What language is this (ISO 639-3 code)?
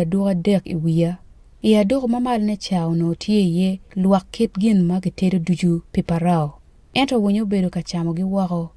ach